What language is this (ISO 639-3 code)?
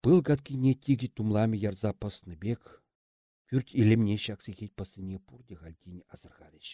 chv